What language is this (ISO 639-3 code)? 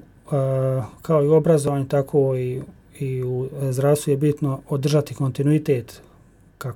bos